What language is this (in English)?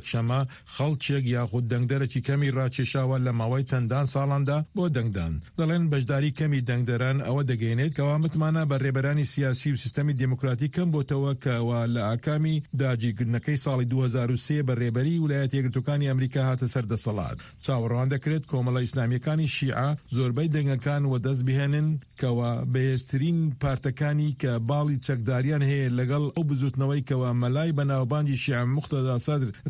Central Kurdish